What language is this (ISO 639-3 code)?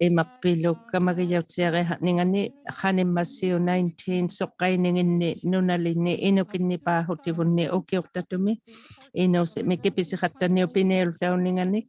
iku